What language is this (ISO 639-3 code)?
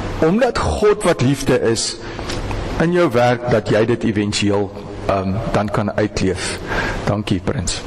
afr